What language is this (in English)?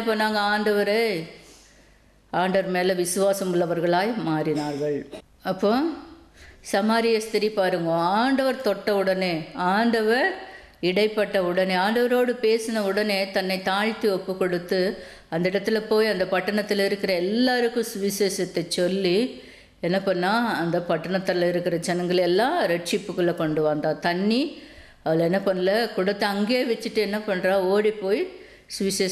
Tamil